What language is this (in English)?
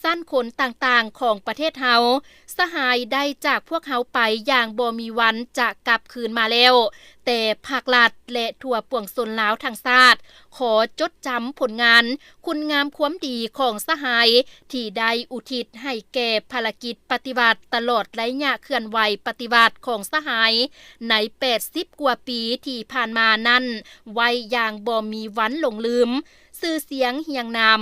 Lao